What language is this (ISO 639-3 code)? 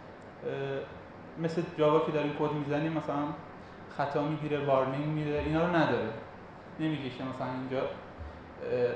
fas